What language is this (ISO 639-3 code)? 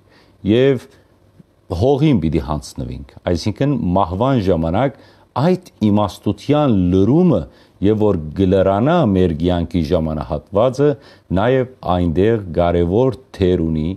hyw